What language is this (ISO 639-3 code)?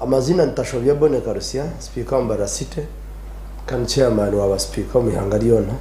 nyn